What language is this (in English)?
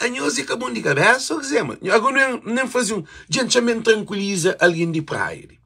Kabuverdianu